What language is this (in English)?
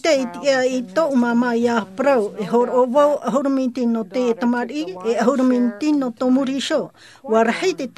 Tahitian